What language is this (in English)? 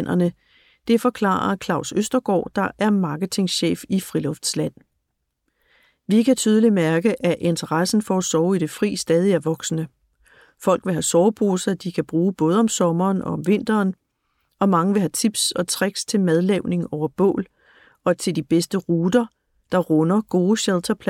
Danish